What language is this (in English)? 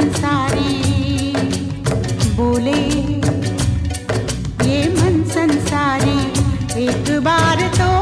Hindi